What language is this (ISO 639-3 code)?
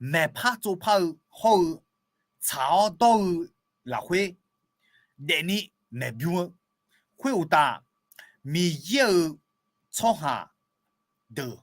ahk